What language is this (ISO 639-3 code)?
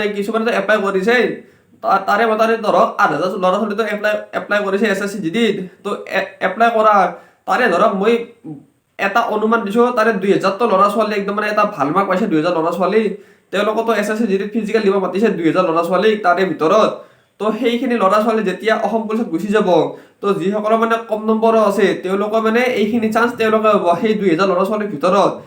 asm